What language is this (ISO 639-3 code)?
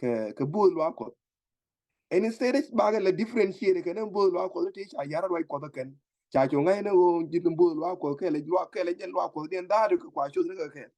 nus